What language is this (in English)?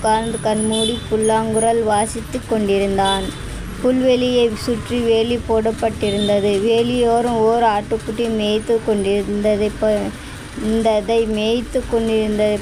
Tamil